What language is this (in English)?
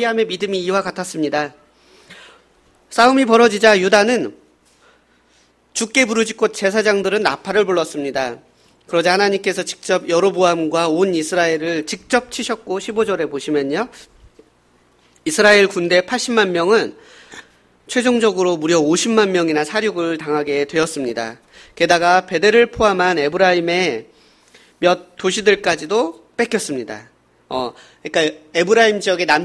Korean